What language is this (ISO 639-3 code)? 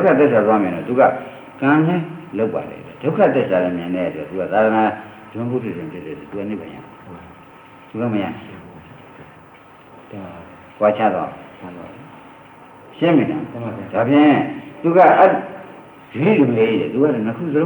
mya